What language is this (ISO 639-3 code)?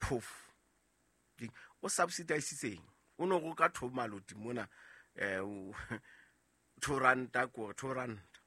sot